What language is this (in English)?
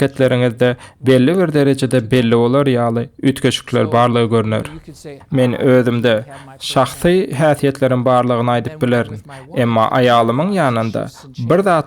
Turkmen